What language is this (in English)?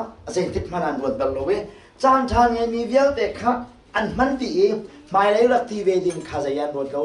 Hakha Chin